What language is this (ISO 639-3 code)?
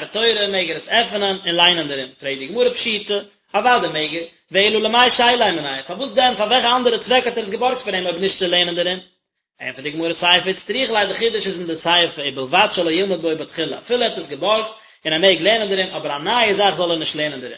yid